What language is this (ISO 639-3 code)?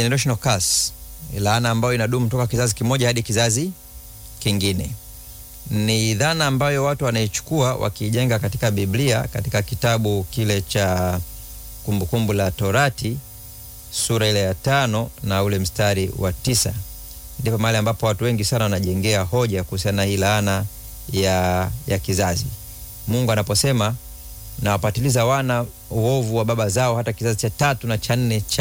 swa